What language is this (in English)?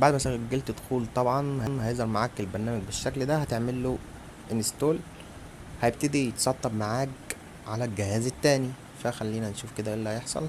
Egyptian Arabic